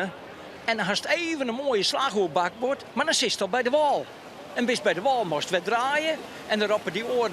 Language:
Western Frisian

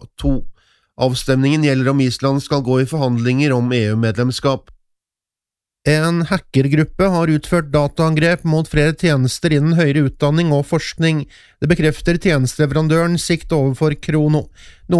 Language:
Norwegian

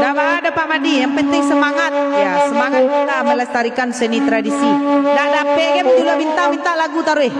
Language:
Minangkabau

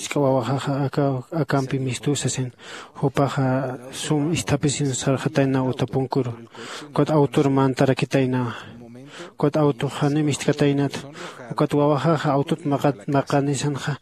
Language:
Aymara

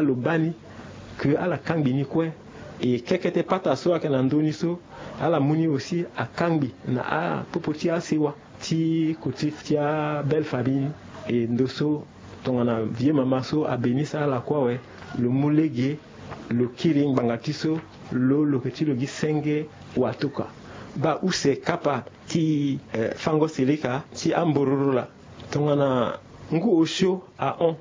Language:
Sango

